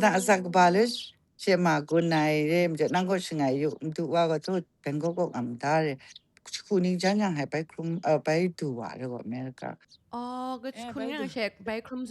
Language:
Kachin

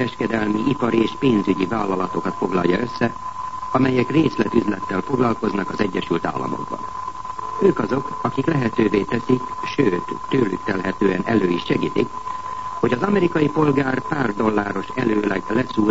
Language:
Hungarian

